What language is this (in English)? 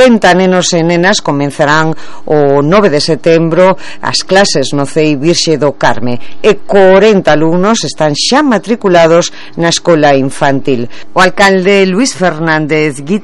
Galician